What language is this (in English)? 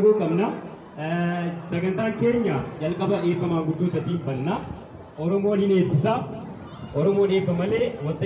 Oromo